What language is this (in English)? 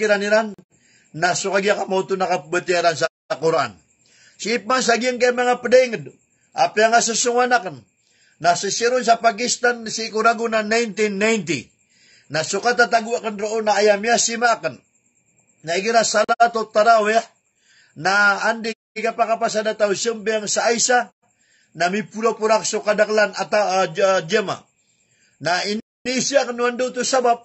Maranao